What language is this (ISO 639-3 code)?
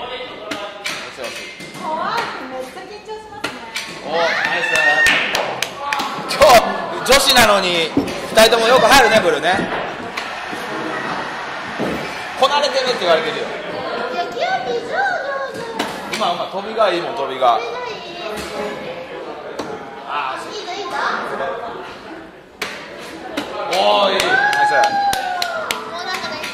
jpn